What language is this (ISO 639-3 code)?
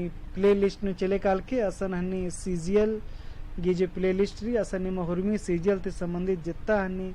kru